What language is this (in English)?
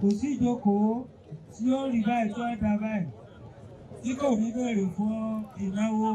Yoruba